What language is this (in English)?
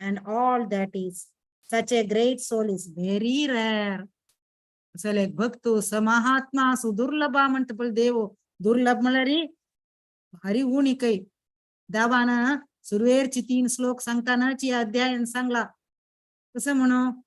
Konkani